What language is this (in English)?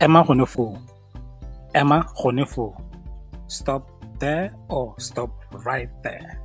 Tswana